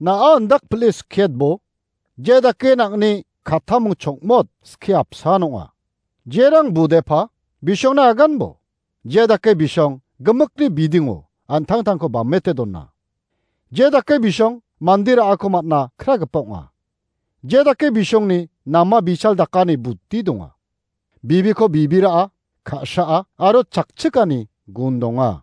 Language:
Garo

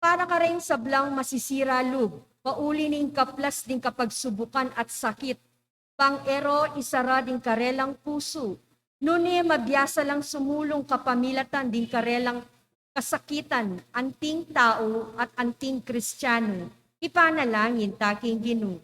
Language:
Pampanga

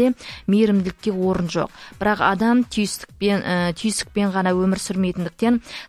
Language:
Kazakh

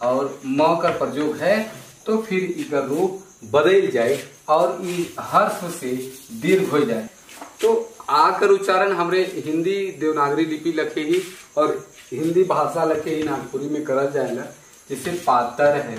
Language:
Sadri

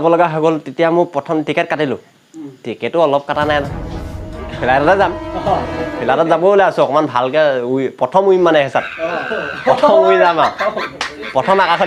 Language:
Assamese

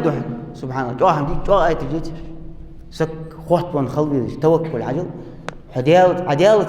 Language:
Ingush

